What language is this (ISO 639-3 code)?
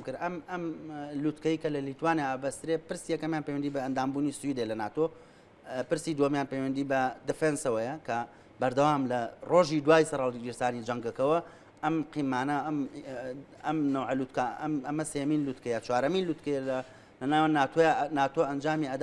ckb